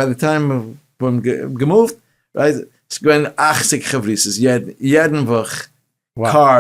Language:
Yiddish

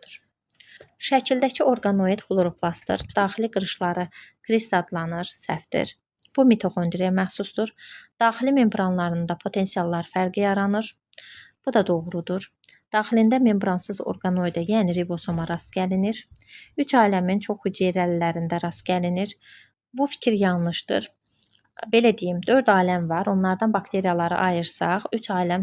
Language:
Azerbaijani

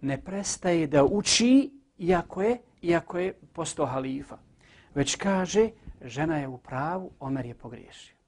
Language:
Bosnian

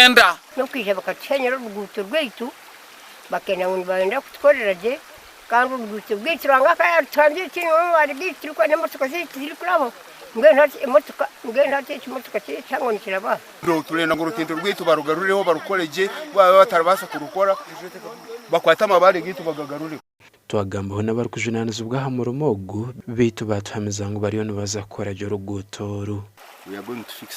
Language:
Nyankole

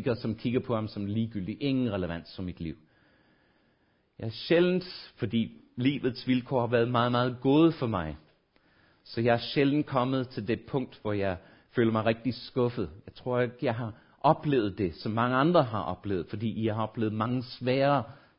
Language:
Danish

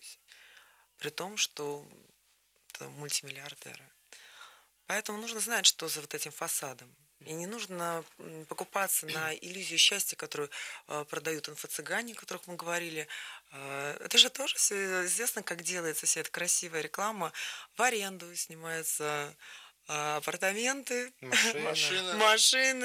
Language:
Russian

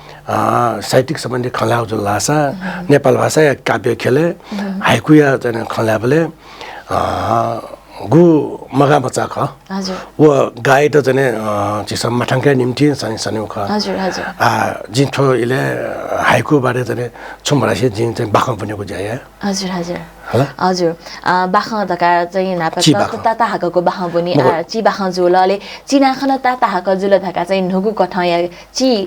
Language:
Newari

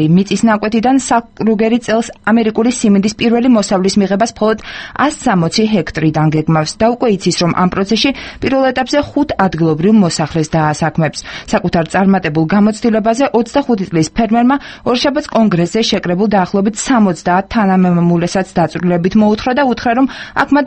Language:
Georgian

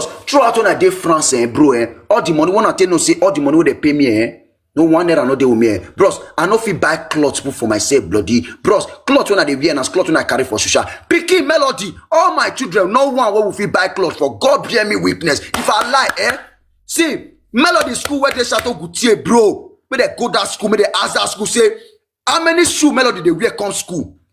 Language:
Nigerian Pidgin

